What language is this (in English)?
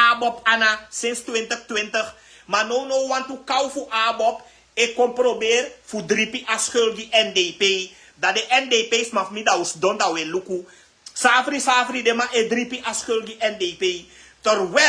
Sranan Tongo